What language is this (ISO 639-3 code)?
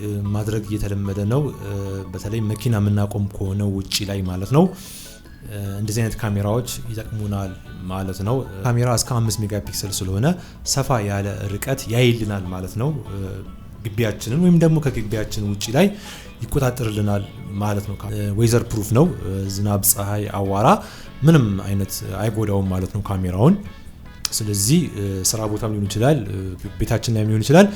amh